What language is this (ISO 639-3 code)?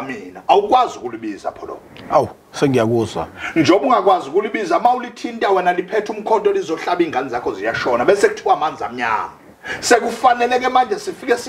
zul